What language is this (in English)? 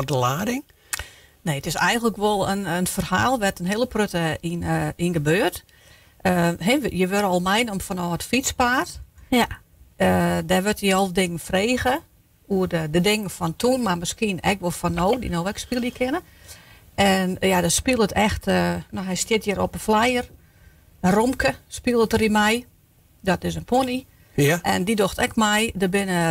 Western Frisian